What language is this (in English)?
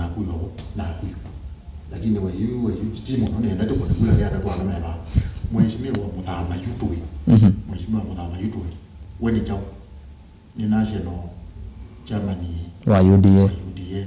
Kamba